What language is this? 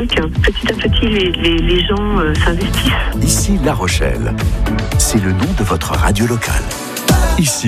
French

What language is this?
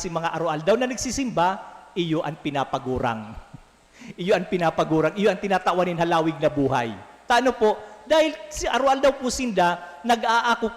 Bikol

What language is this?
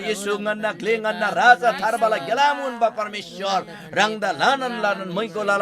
Eastern Tamang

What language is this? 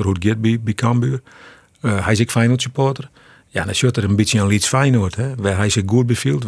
Western Frisian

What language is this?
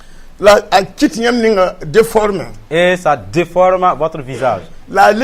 Mossi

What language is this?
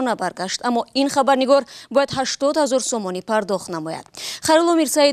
Tajik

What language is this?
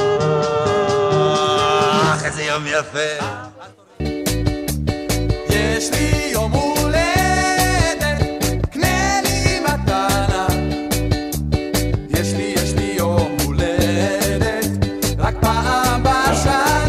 Hebrew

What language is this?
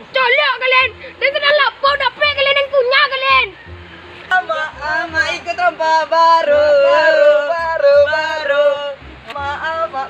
Minangkabau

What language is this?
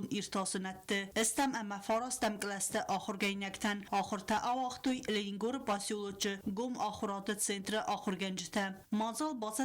Ossetic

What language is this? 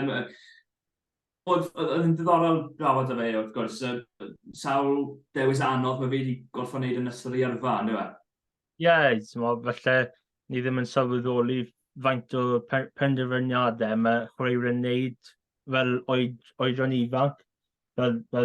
Welsh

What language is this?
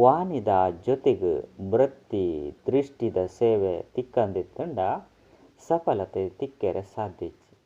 Tulu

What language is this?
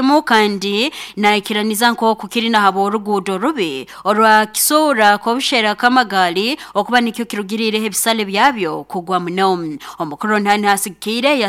Nyoro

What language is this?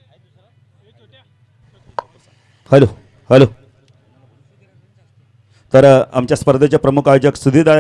Marathi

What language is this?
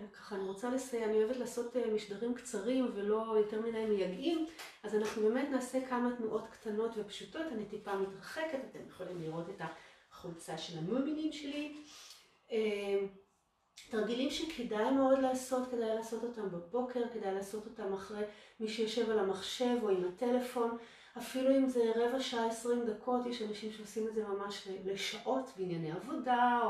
Hebrew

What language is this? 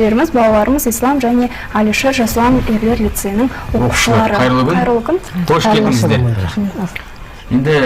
Kazakh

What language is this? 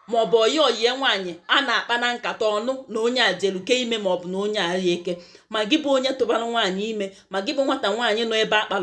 Igbo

